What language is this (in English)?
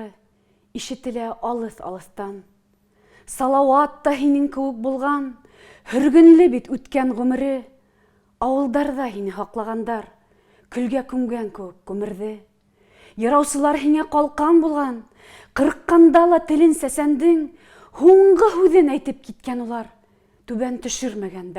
Bashkir